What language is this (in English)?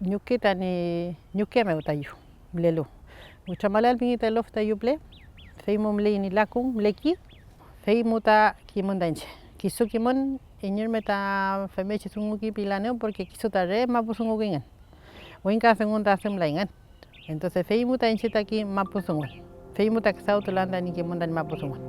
Mapuche